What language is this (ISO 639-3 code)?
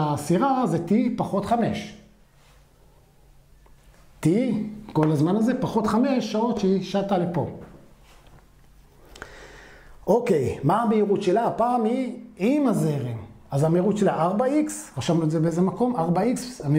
heb